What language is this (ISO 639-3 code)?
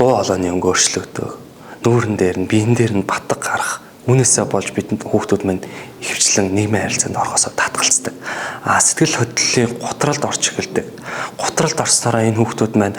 mon